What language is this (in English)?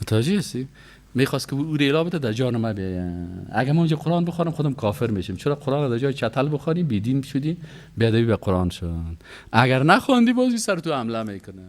Persian